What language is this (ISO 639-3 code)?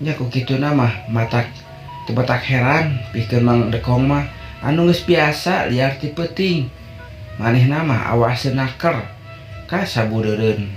sun